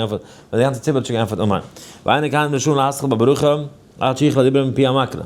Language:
Yiddish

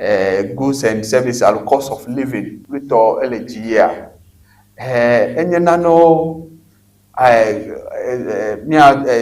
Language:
Ewe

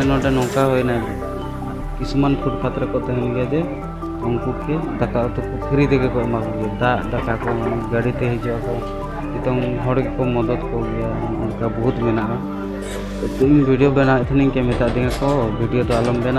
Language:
Santali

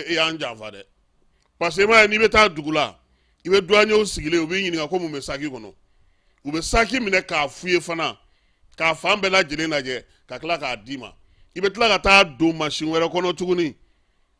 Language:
Bambara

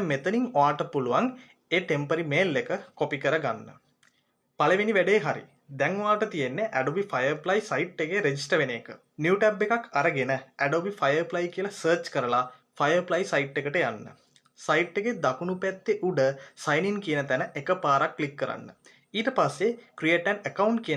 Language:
Sinhala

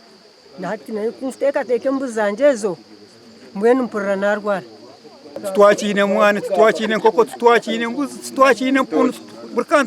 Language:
Nyankole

